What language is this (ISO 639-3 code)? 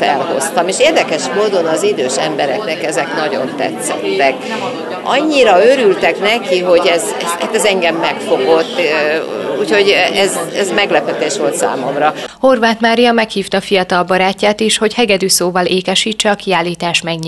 hun